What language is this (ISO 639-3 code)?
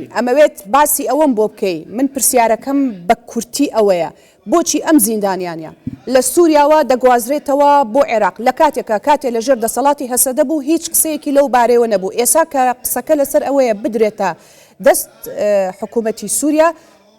ckb